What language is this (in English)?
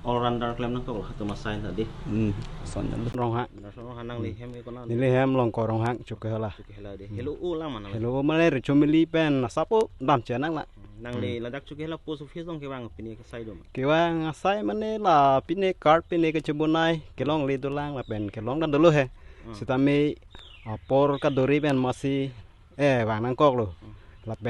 Karbi